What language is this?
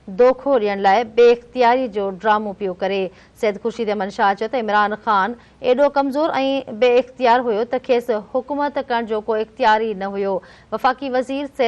Sindhi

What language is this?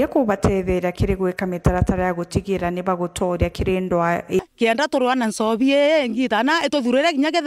Meru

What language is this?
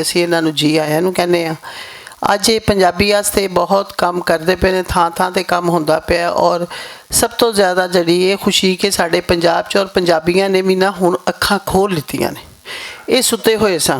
Western Panjabi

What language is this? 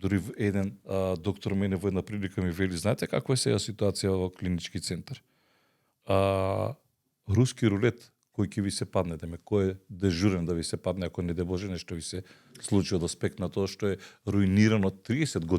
Macedonian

